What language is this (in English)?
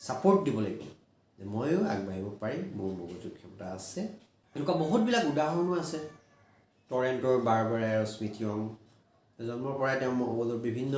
Assamese